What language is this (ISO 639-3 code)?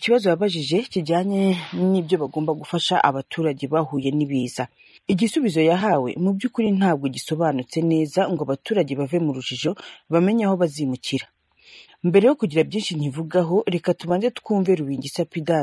kin